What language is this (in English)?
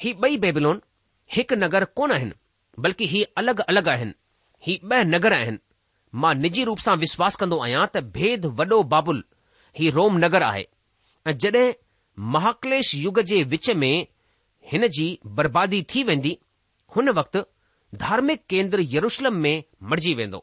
Sindhi